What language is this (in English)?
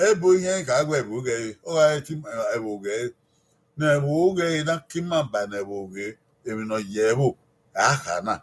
Bini